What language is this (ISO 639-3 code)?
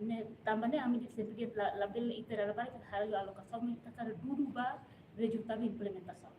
tet